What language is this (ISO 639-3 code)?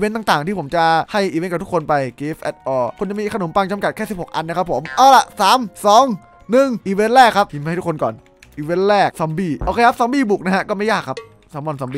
tha